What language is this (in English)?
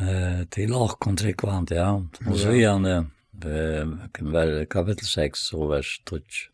Faroese